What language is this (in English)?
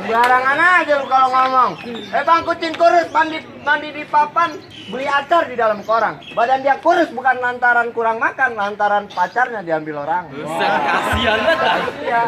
Betawi